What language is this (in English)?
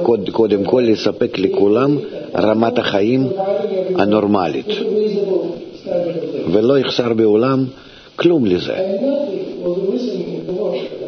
Hebrew